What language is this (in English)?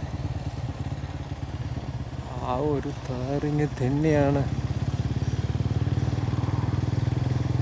Malayalam